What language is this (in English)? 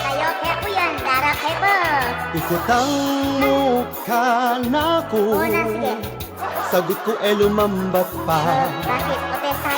Pampanga